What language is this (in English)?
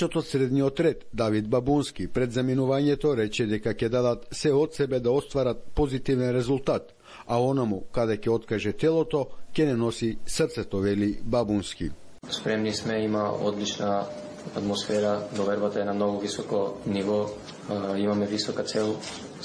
Macedonian